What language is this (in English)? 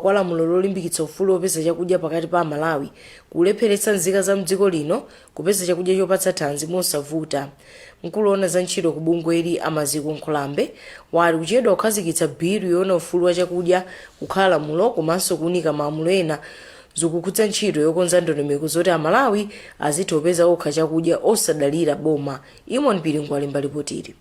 Nyanja